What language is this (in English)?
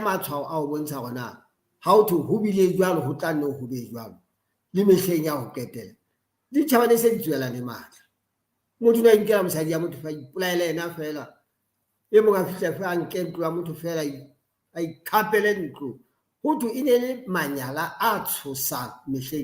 Southern Sotho